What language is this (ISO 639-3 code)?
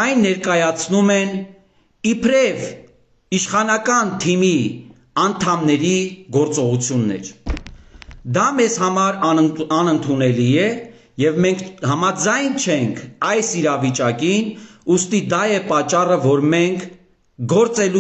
hye